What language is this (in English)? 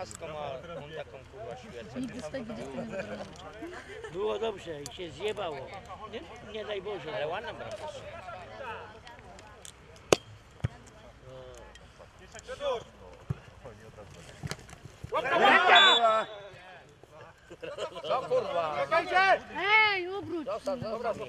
Polish